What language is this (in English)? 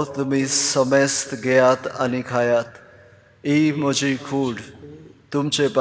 Konkani